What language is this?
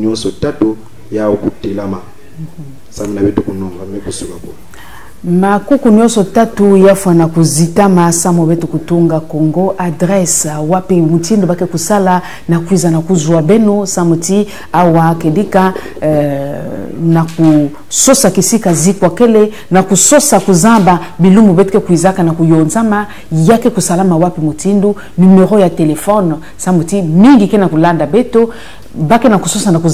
Kituba (Congo)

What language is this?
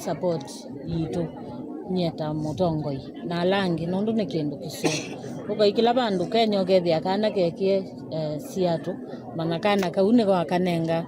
Kamba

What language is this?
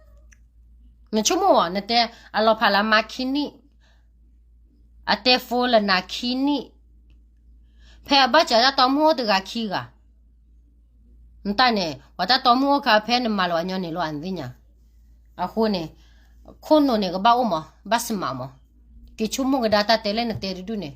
S'gaw Karen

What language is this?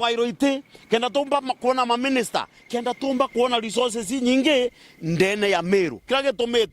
Meru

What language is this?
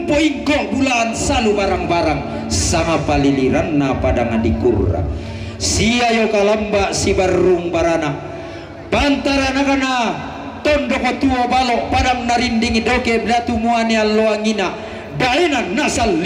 Toraja-Sa'dan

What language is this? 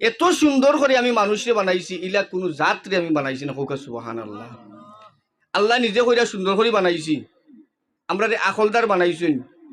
Sylheti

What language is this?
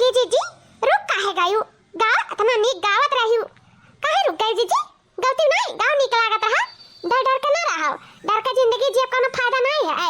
Awadhi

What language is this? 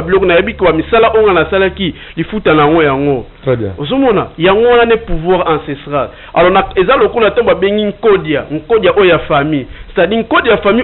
Lingala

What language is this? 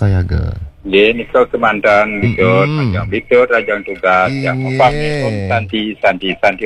Balinese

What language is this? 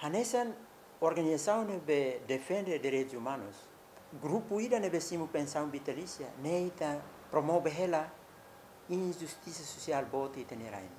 Tetum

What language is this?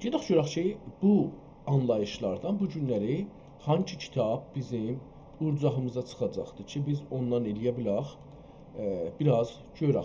South Azerbaijani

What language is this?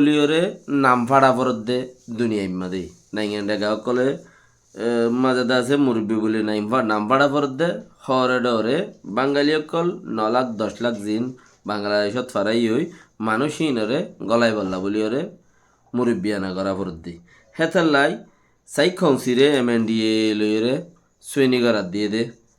Rohingya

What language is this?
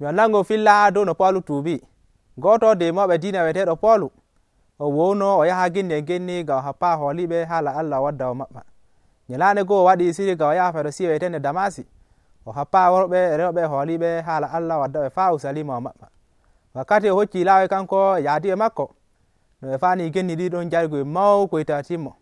Nigerian Fulfulde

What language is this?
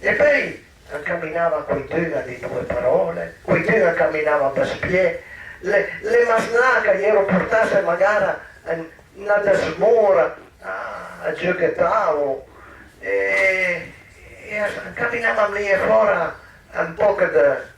Piedmontese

